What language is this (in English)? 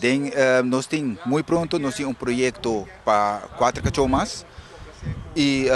Papiamento